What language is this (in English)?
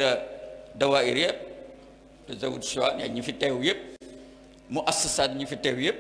Wolof